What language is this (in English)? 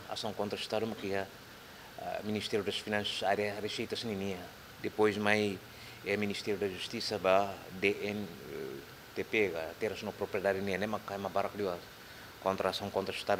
Tetum